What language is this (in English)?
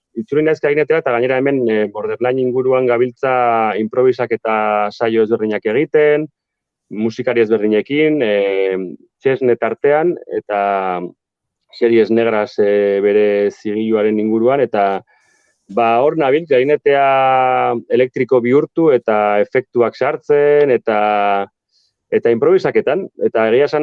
Basque